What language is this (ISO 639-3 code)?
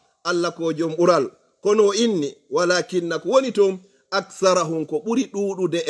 ful